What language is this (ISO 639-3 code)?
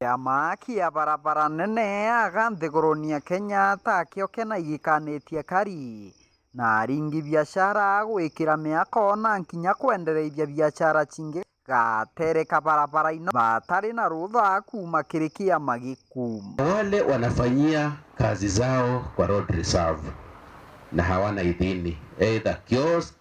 mer